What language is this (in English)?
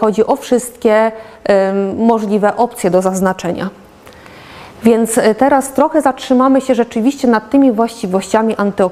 Polish